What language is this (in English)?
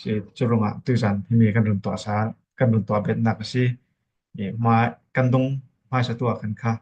Falam Chin